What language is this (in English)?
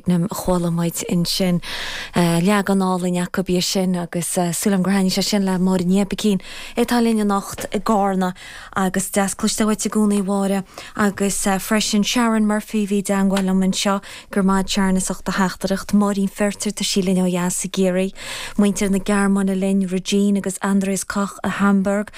Irish